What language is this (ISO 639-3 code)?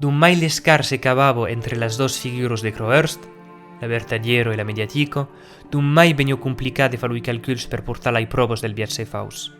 oci